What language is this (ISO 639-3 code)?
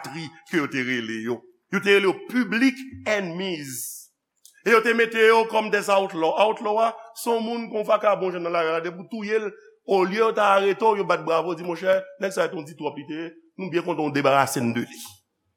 hat